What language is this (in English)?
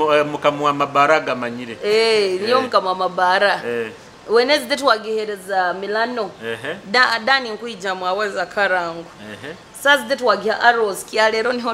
Nyoro